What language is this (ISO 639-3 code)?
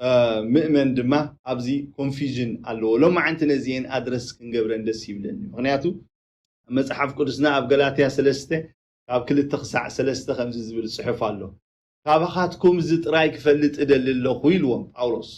tir